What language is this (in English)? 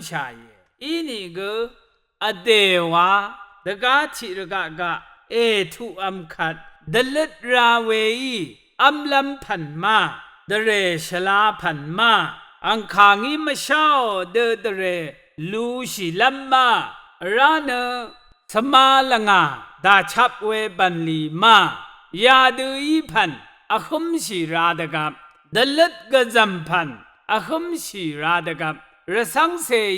Rawang